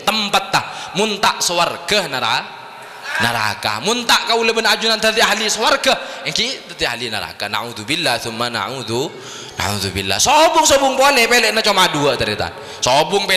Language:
Madurese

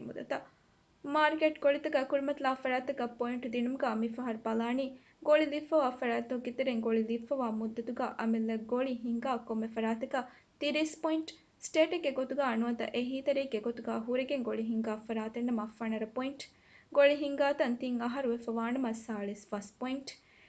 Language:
Divehi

